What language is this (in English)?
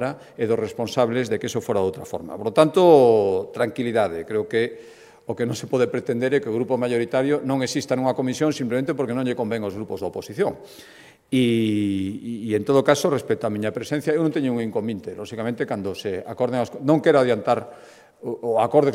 Galician